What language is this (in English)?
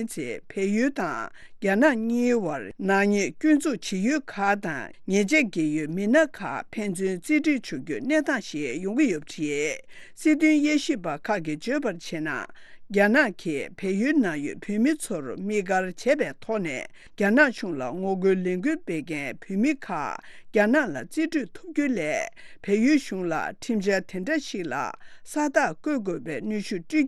Tibetan